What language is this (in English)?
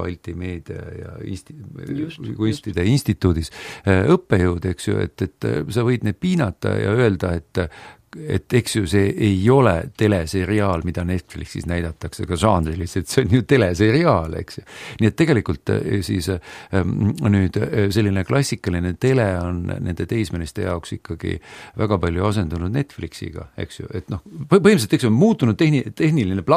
Estonian